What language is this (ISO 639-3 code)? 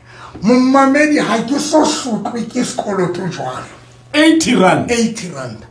sot